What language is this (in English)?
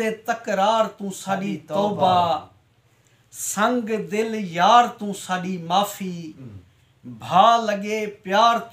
Saraiki